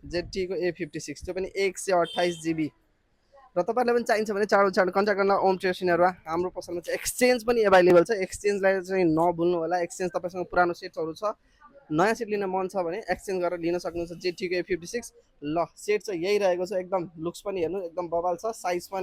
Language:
Nepali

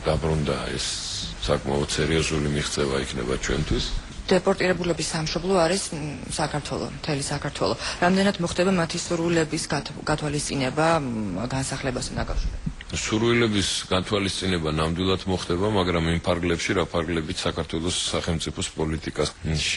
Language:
Georgian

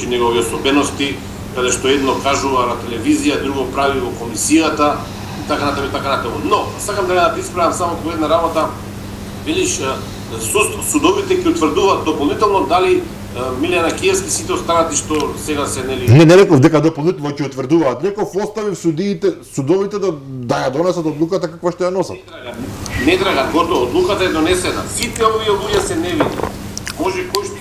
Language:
Macedonian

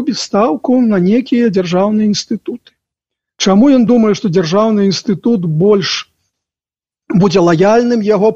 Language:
Belarusian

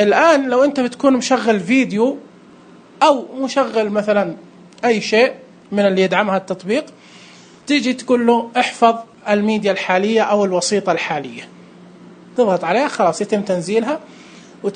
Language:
Najdi Arabic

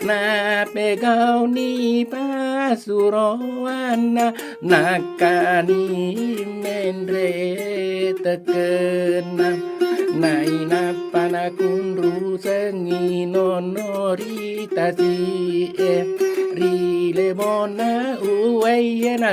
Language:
Buginese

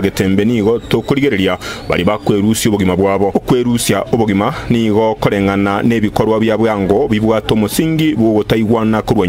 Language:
Gusii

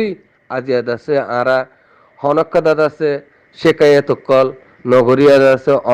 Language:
Rohingya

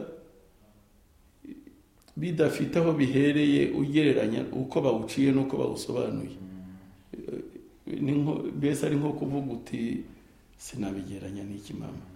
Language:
Kinyarwanda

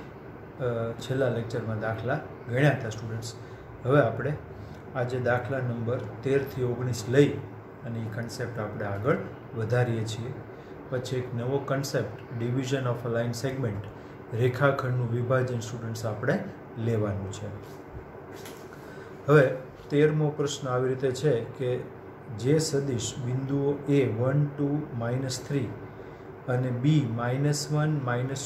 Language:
Gujarati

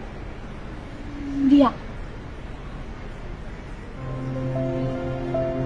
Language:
Burmese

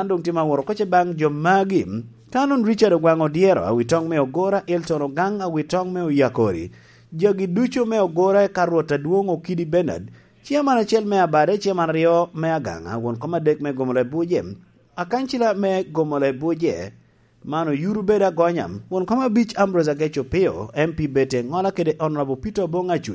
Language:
Lango (Uganda)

